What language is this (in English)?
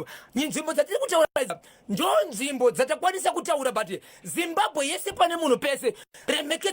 Shona